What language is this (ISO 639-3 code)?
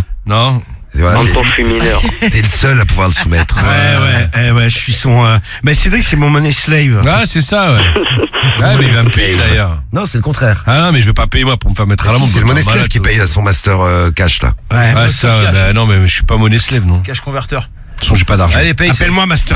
fra